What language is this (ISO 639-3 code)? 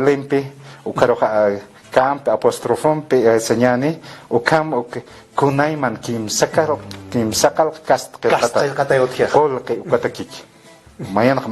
aym